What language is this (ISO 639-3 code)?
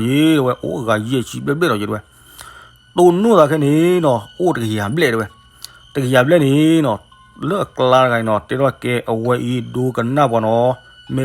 ksw